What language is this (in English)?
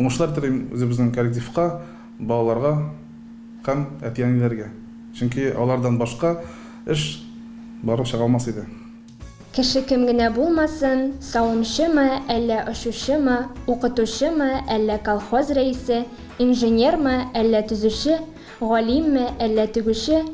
Tatar